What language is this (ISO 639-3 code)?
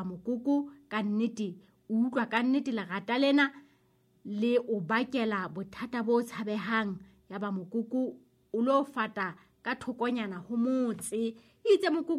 sot